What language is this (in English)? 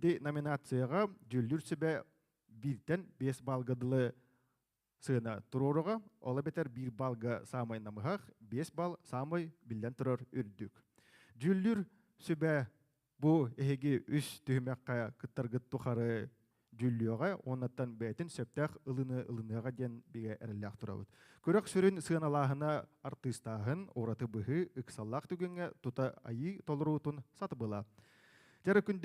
Yakut